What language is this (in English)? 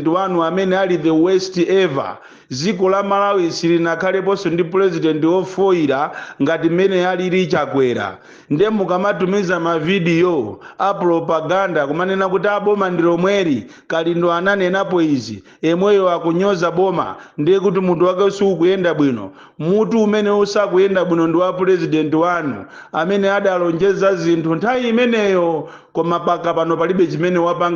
Nyanja